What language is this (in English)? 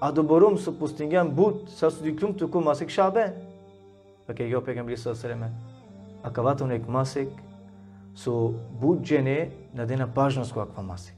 Balkan Romani